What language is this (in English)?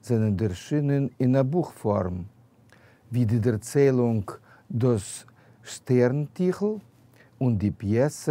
Yiddish